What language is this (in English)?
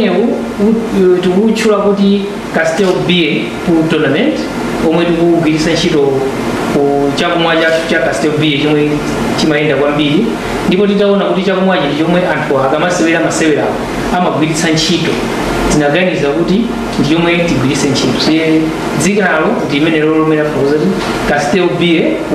Nyanja